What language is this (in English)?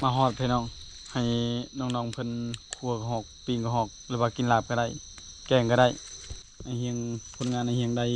Lao